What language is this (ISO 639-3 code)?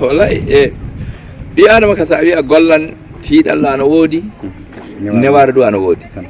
ful